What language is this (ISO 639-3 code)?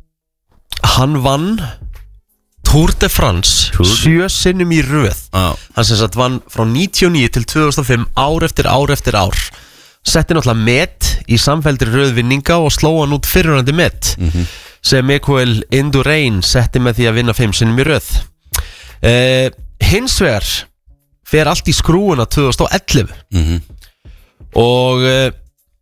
isl